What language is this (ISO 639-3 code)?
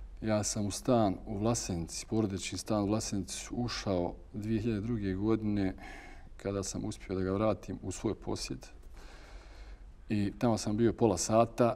bos